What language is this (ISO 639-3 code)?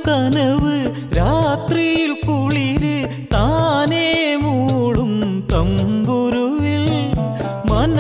mal